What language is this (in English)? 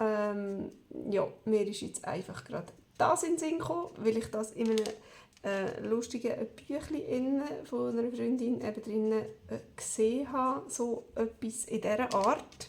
Swiss German